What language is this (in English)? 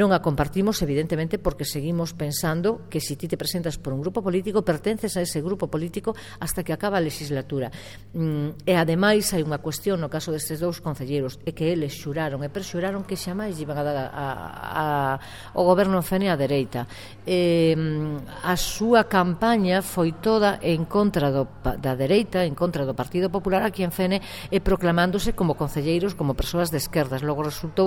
Galician